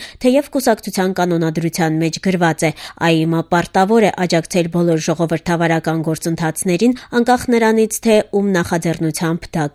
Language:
Armenian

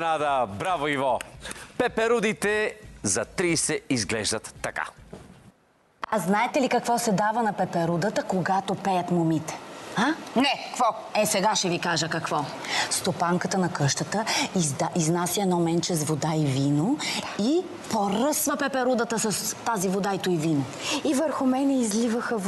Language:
Bulgarian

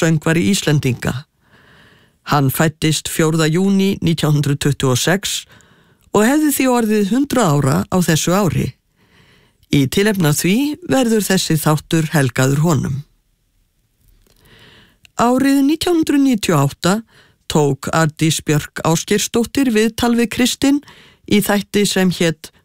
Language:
Icelandic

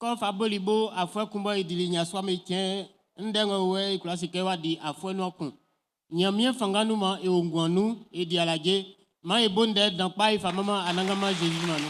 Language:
Baoulé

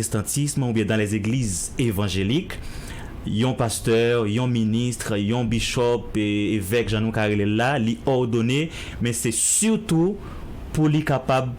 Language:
Haitian Creole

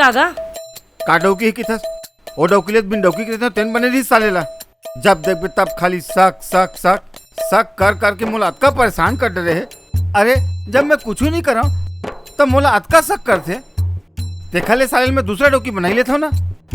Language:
Chhattisgarhi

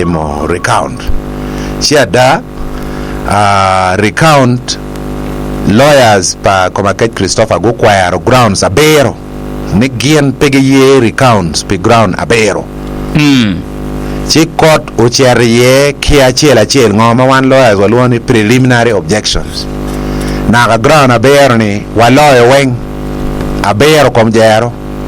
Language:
Acoli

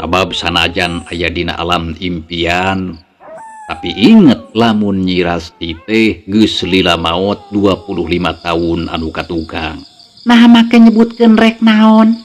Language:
Sundanese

